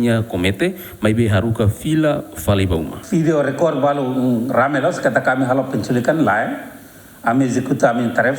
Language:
Tetum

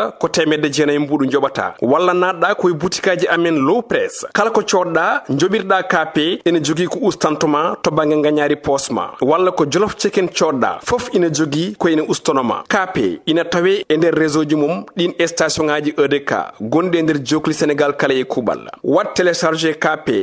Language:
Fula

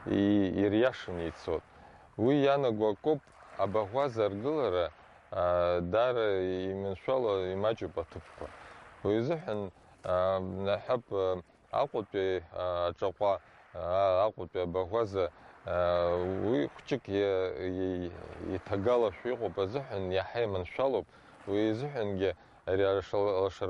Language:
Abkhazian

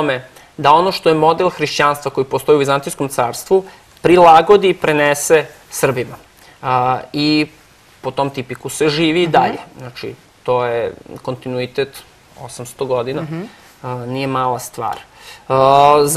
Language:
Serbian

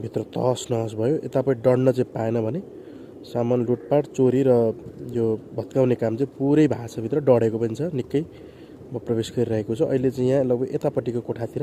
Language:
Nepali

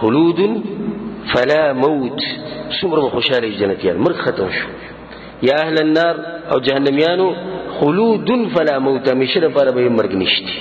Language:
Pashto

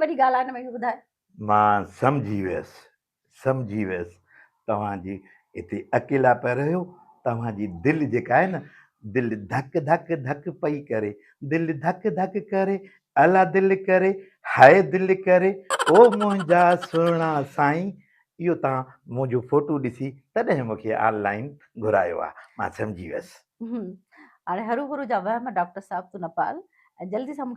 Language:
Sindhi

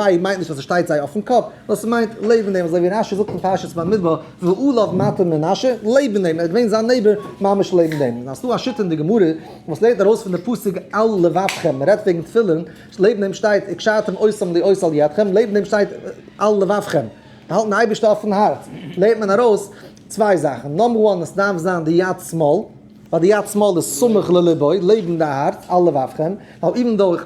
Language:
Yiddish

